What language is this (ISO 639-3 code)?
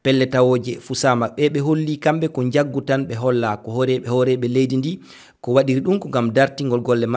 ful